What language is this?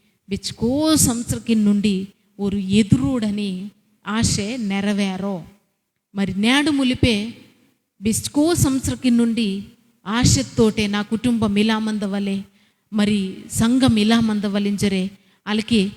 Koya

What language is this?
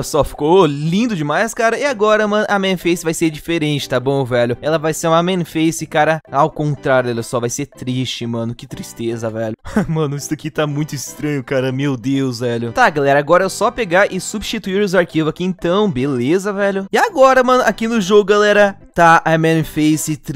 Portuguese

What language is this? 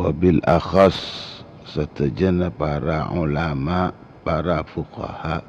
Madurese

